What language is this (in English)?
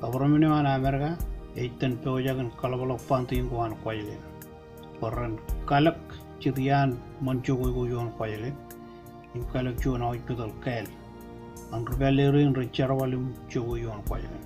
Marshallese